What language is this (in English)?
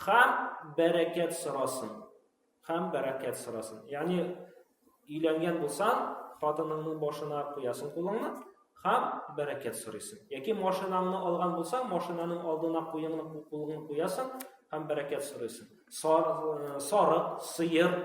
Tatar